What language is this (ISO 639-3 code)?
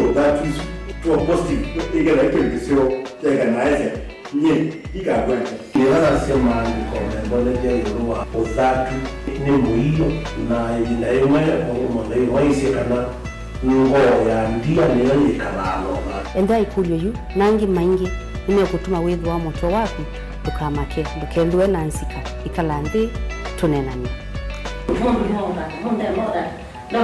kam